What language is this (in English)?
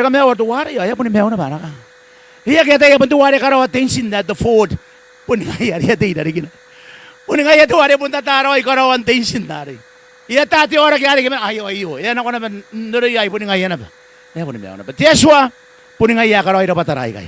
Gilbertese